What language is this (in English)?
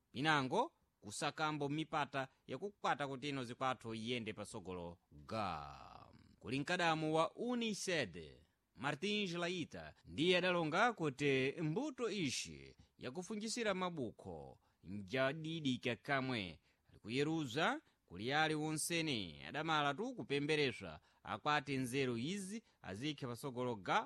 Sena